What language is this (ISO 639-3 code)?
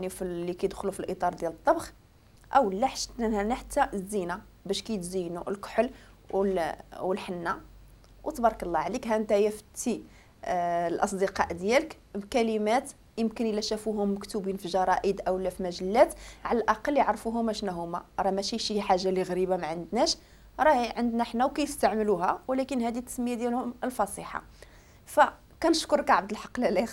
ary